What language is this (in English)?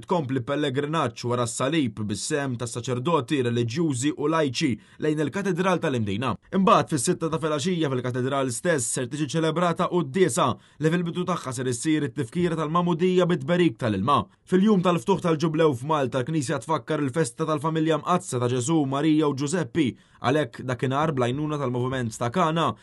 Maltese